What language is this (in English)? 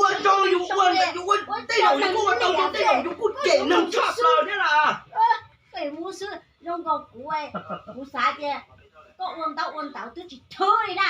Hmong